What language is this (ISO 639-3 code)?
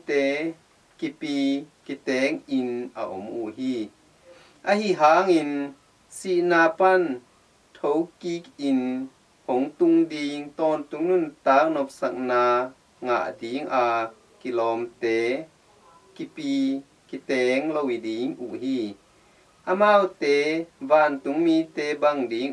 ctd